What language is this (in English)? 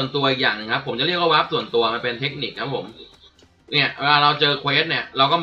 Thai